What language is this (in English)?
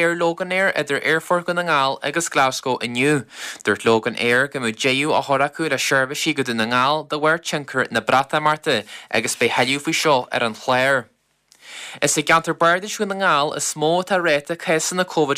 Irish